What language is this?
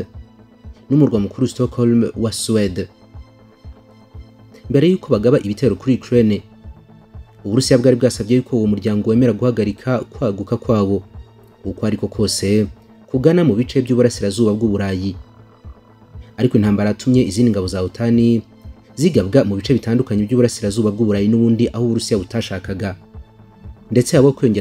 Kinyarwanda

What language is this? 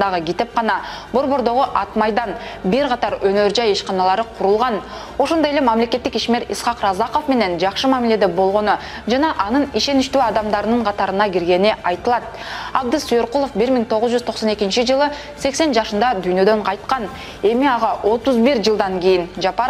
Kyrgyz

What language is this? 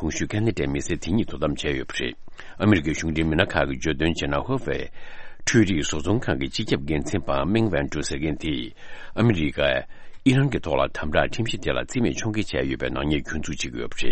Tibetan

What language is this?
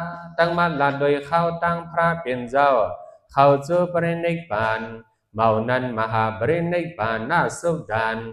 Shan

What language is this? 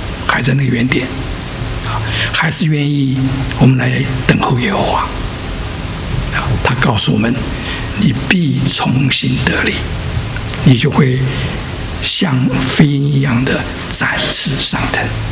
Chinese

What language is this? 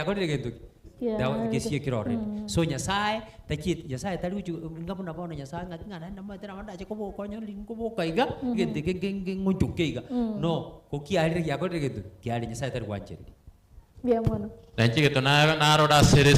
Gusii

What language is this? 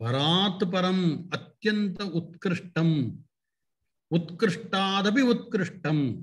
Sanskrit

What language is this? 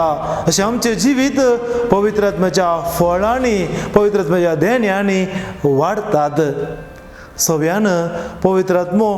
Konkani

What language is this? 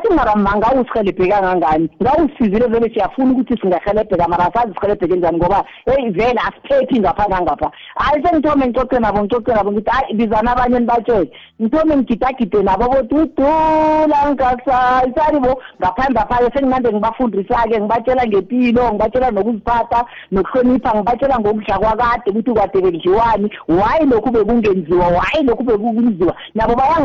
South Ndebele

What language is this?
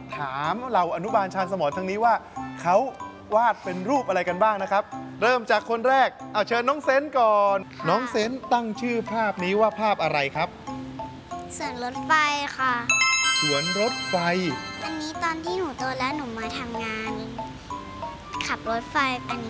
Thai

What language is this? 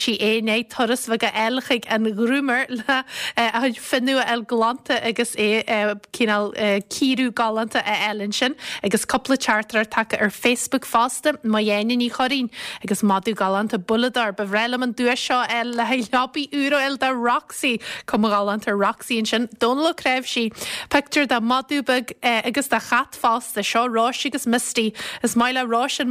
Irish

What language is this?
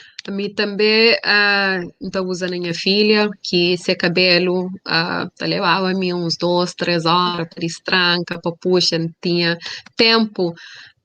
Kabuverdianu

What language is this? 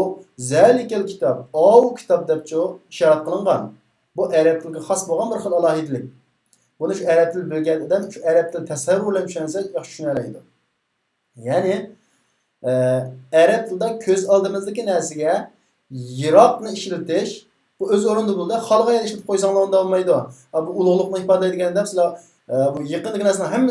Uyghur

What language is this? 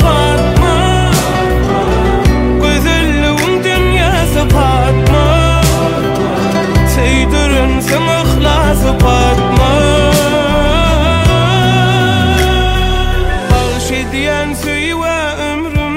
Turkish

